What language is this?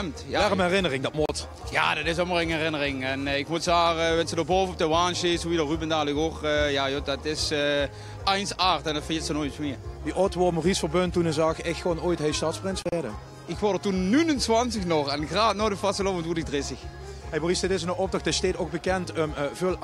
Limburgish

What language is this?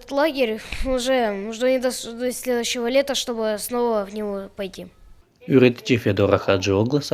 Gagauz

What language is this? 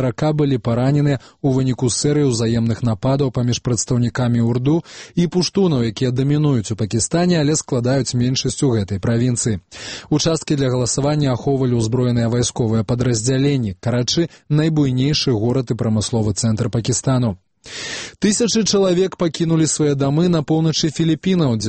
Belarusian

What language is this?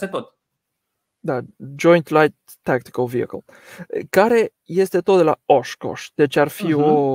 Romanian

